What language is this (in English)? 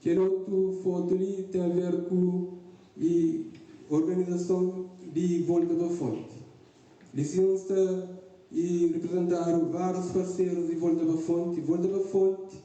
Kabuverdianu